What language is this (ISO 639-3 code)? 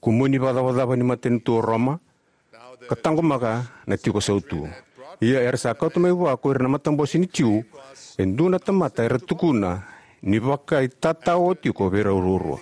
fij